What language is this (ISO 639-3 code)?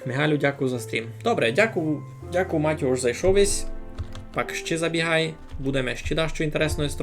rue